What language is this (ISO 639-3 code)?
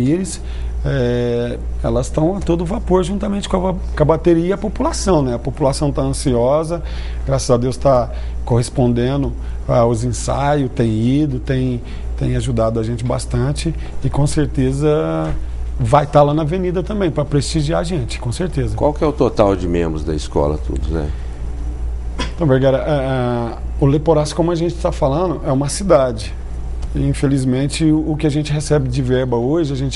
por